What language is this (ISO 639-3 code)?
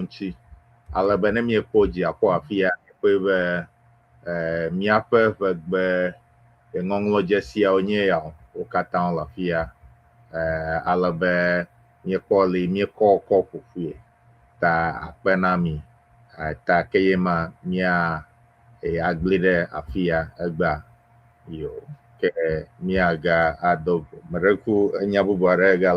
ewe